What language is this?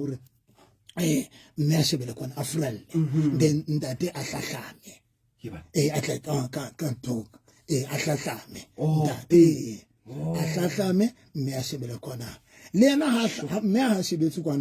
Southern Sotho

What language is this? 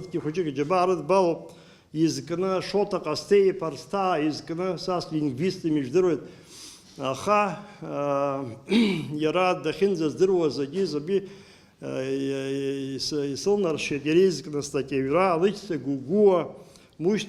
Abkhazian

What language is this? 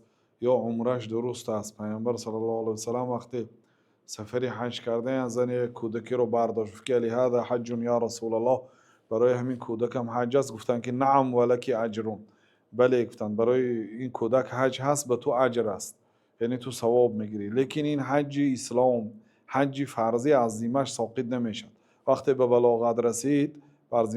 Tajik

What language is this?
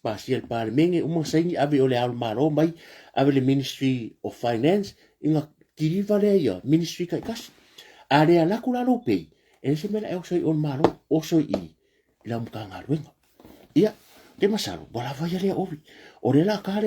Samoan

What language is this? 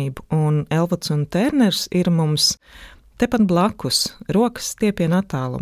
Latvian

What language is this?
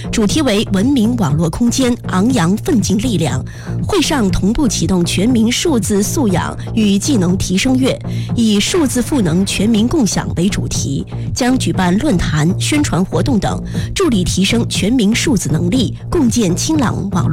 Chinese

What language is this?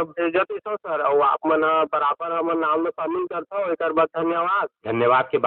Chhattisgarhi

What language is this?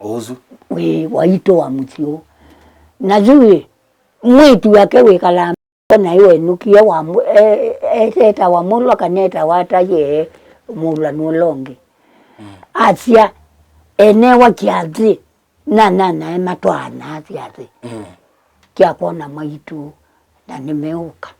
Kamba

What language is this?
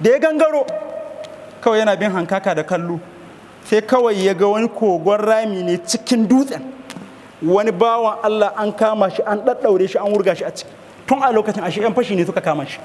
Hausa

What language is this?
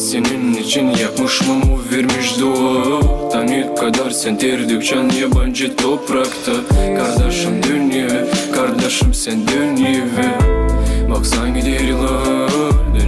Gagauz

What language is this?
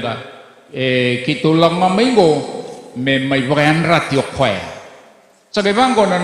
Fijian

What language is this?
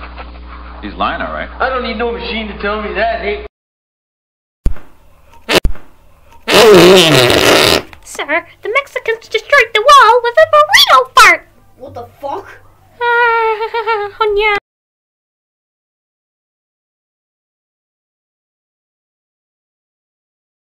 English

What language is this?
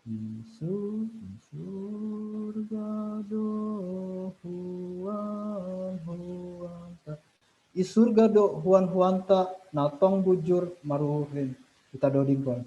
Batak Simalungun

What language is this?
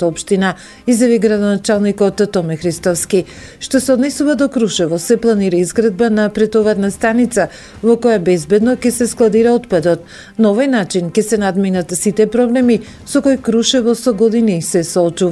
Macedonian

